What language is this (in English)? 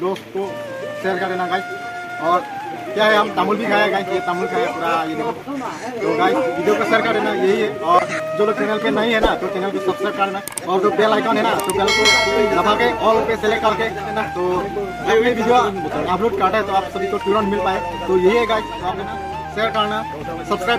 Karbi